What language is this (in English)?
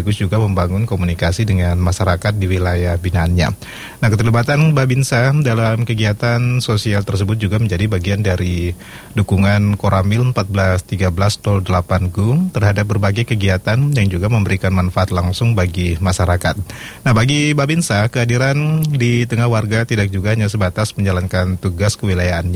Indonesian